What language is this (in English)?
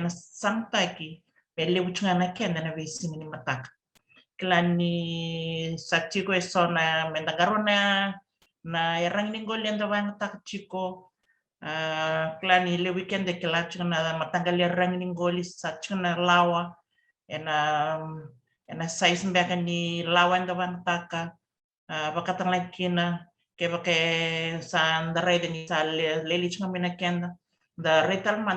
Fijian